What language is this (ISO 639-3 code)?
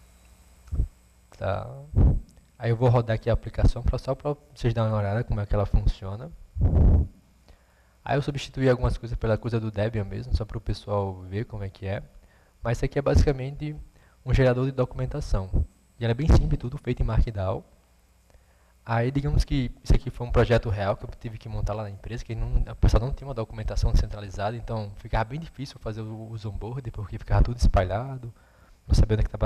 por